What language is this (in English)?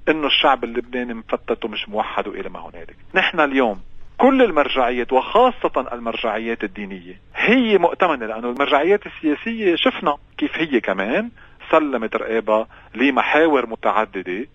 North Levantine Arabic